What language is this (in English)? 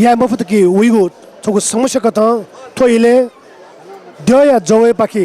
Newari